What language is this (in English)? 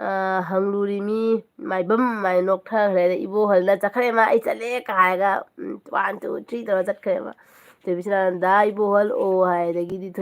Manipuri